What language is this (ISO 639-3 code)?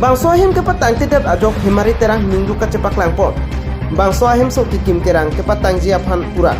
mjw